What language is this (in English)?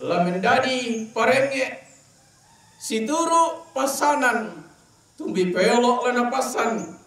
Toraja-Sa'dan